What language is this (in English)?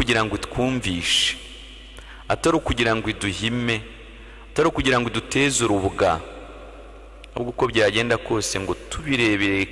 Kinyarwanda